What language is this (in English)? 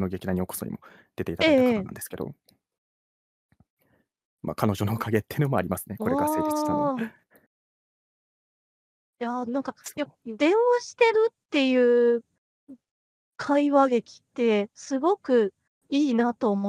Japanese